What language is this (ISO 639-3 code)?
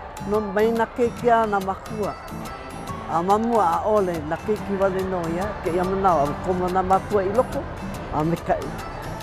haw